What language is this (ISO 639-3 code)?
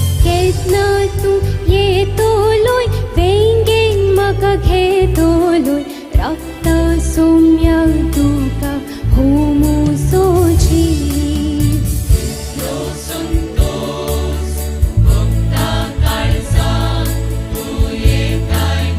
kok